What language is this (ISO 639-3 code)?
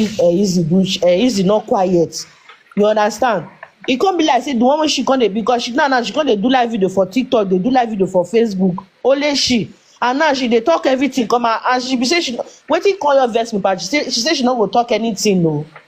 pcm